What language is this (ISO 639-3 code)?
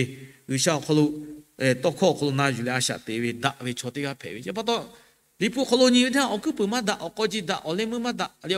lhu